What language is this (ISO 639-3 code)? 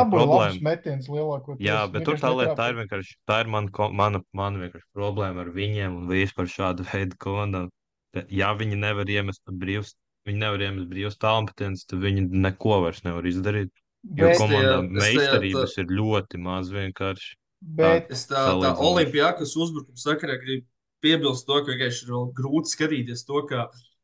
lav